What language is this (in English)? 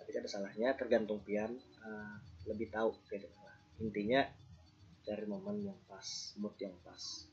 Banjar